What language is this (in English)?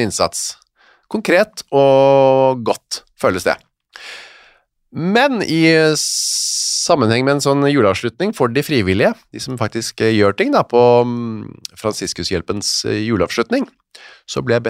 Norwegian